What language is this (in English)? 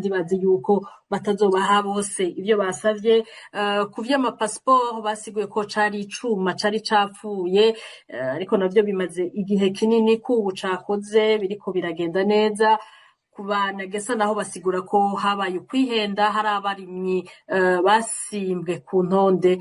Rundi